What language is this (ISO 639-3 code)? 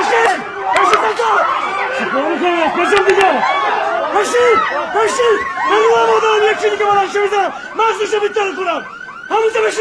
fas